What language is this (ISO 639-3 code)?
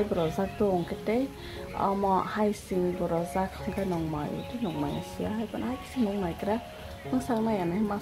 trp